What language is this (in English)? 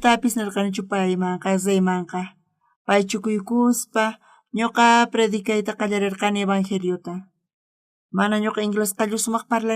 South Bolivian Quechua